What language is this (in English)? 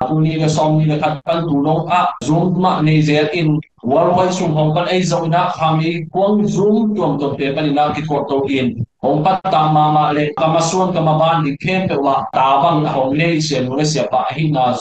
Tedim Chin